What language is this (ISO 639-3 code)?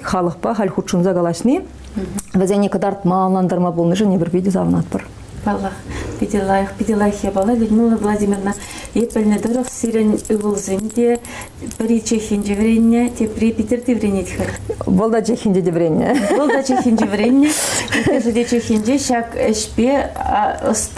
chv